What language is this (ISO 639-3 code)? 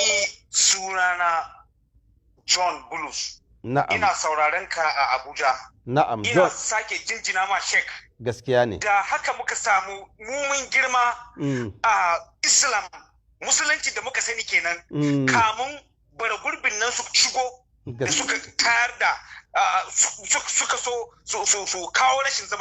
hau